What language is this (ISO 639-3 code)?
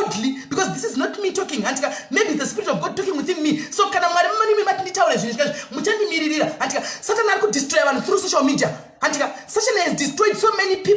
sna